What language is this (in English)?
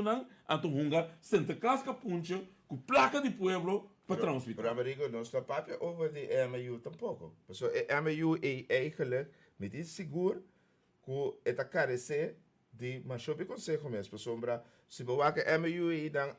Papiamento